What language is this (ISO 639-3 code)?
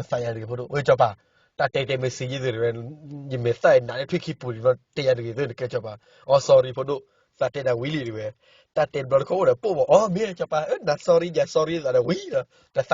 ksw